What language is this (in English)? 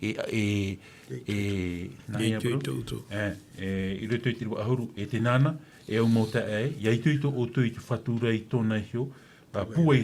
Tahitian